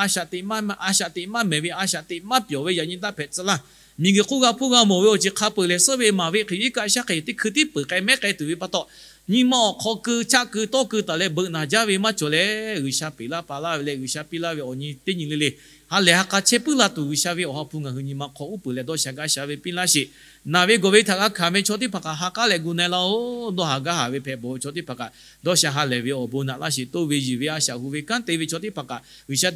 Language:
Lahu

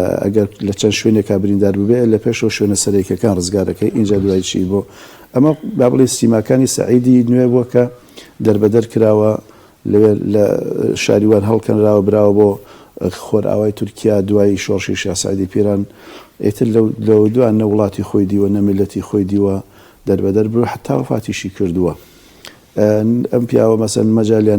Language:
Central Kurdish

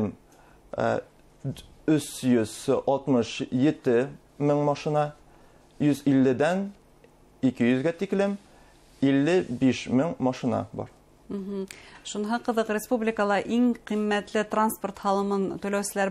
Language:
Bashkir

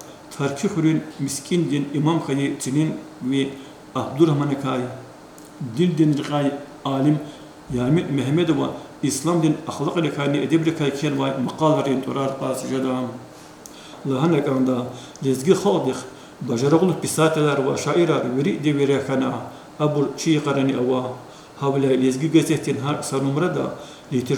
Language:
Lezghian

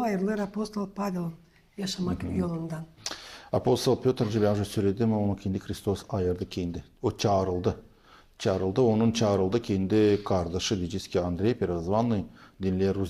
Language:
Gagauz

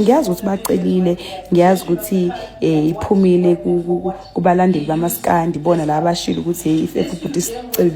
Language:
Zulu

